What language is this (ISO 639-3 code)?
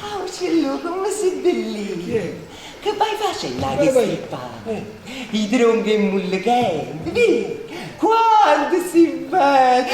nap